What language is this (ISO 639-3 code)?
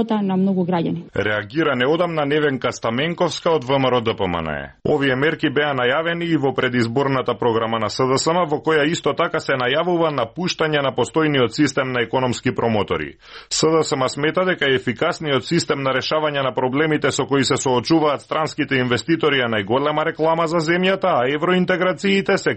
mkd